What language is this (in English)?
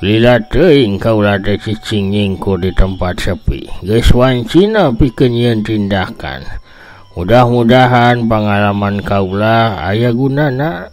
Sundanese